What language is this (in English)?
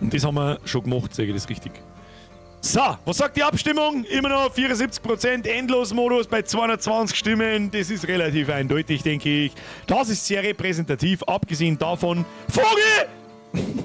Bavarian